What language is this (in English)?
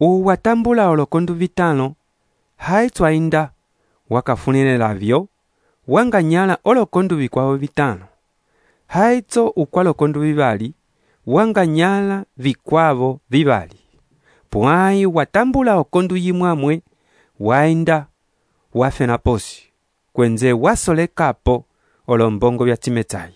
Umbundu